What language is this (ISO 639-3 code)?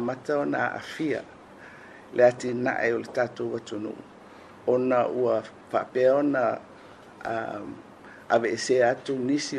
smo